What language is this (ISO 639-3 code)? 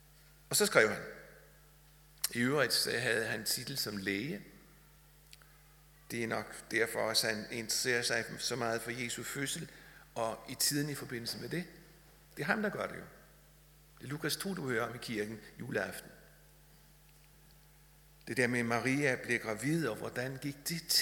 dan